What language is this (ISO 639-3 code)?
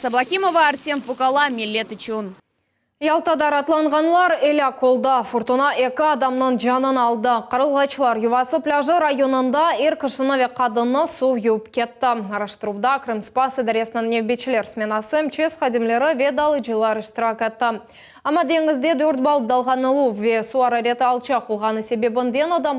crh